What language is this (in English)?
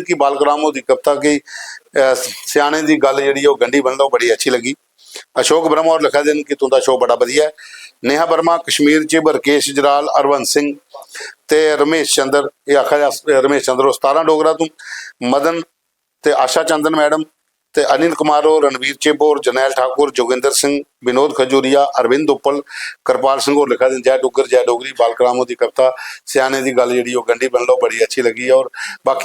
Dogri